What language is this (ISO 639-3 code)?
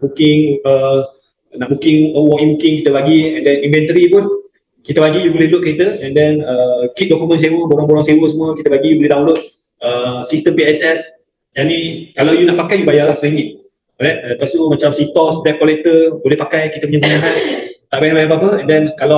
msa